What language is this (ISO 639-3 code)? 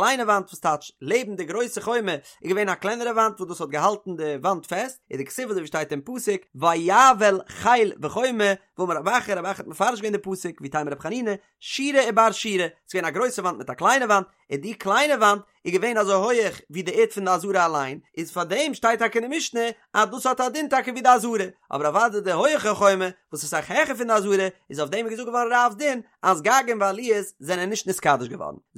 yid